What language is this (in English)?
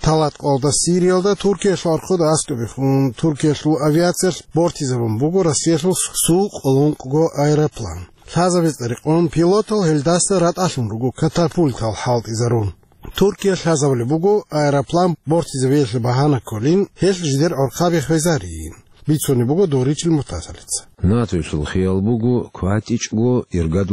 Avaric